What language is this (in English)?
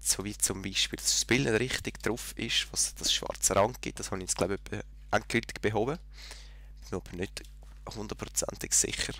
Swiss German